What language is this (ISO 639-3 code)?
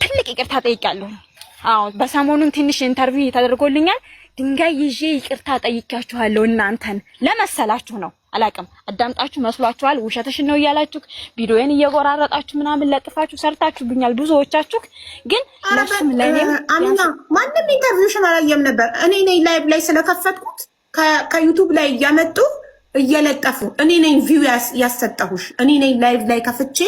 amh